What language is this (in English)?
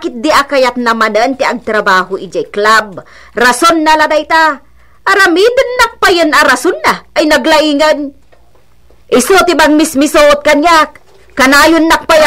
Iloko